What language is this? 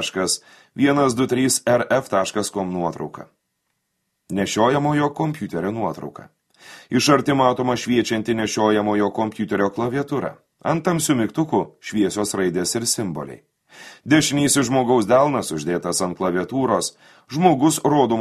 Lithuanian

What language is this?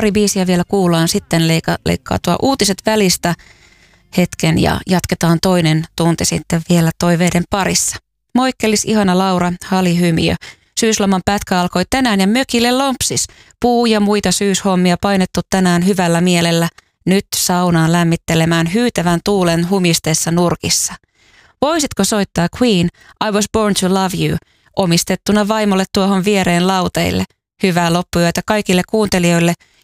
Finnish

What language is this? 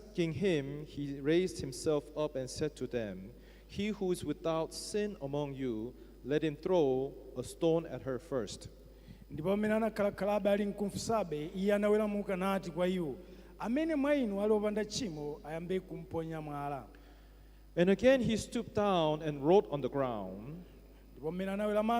Nyanja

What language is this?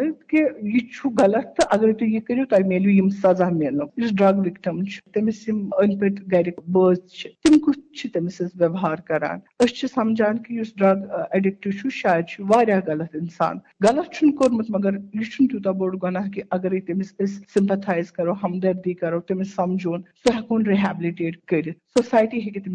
Kashmiri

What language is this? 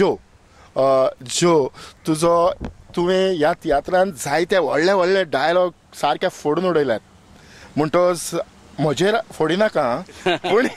Konkani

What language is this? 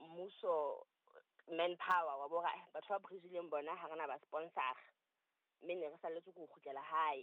Southern Sotho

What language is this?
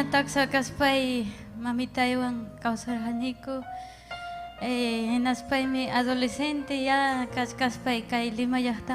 Ayacucho Quechua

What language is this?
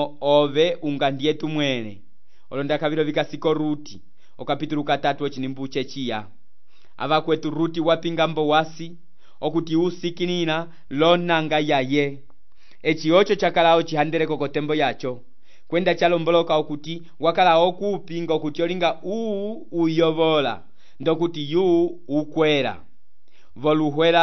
Umbundu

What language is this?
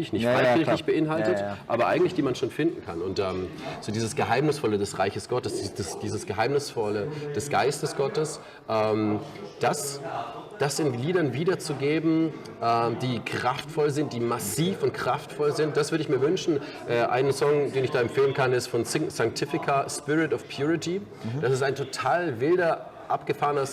Swiss German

